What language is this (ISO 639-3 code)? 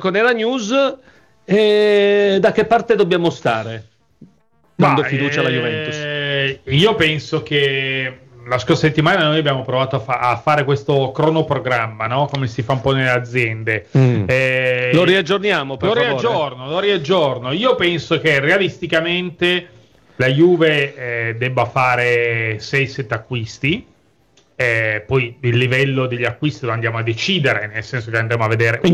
ita